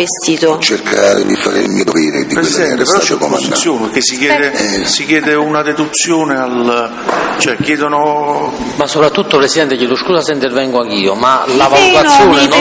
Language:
Italian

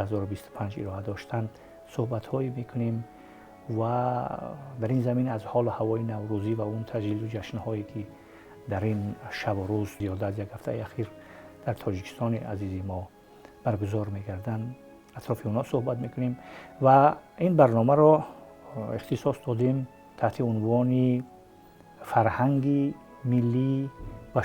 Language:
Tajik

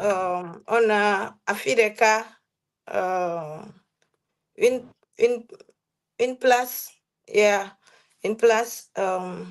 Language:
Ewe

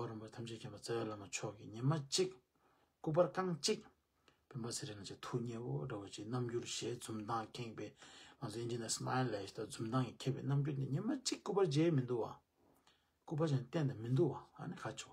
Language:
Tibetan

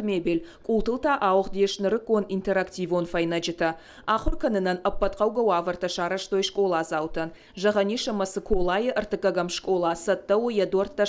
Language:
Ossetic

